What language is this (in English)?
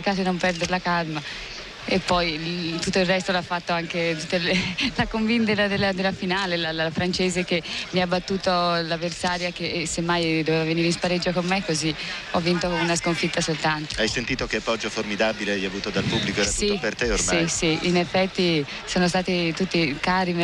Italian